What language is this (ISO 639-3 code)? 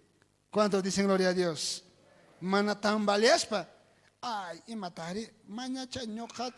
quh